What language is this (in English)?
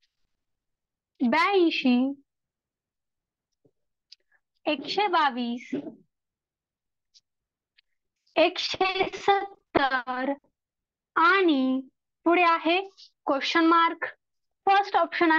Marathi